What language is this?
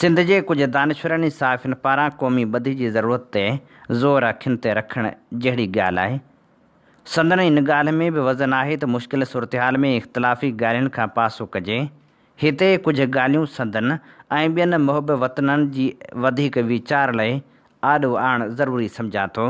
Sindhi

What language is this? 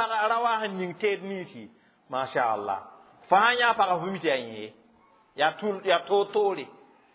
Mossi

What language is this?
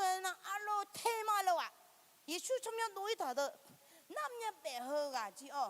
Akha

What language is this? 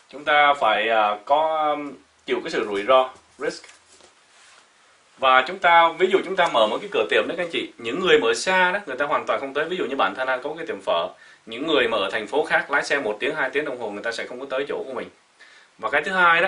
Vietnamese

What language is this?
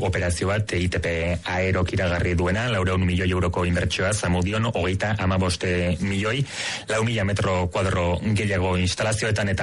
Basque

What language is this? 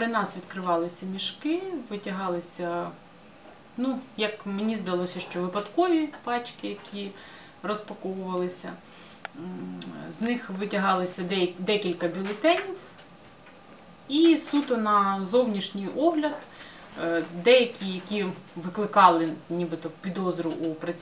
Ukrainian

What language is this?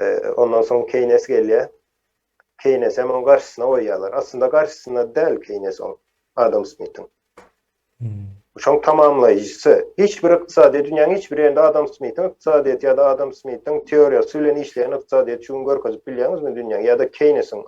Turkmen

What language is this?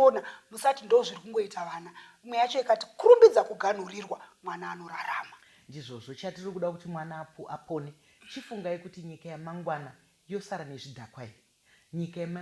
Shona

